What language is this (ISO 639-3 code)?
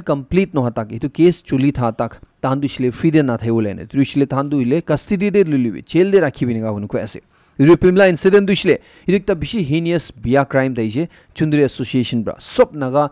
nag